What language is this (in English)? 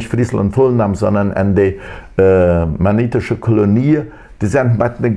Plautdietsch